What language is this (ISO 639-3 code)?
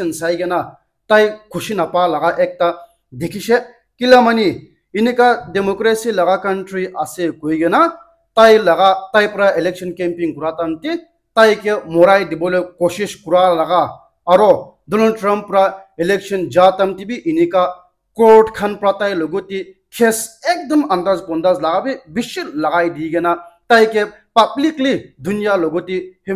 nag